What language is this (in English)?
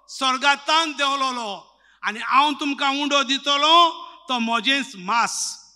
Konkani